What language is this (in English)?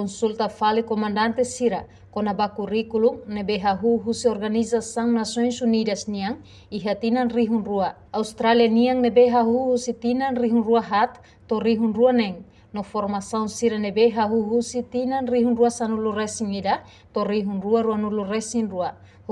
Tetum